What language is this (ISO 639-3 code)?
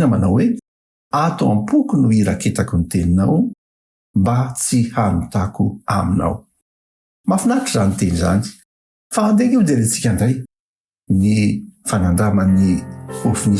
mlg